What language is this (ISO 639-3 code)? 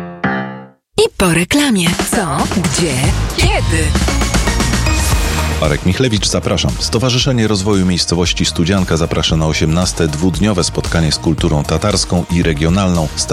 pol